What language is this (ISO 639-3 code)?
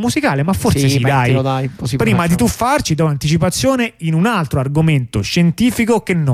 ita